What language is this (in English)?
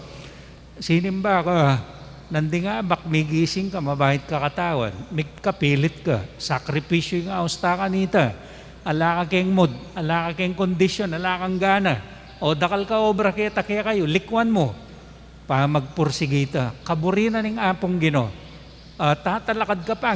Pampanga